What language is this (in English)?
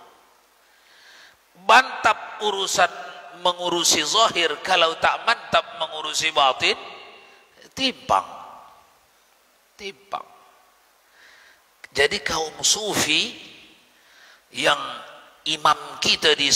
Malay